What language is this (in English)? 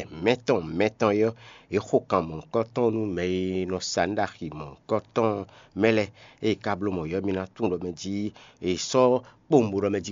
Fon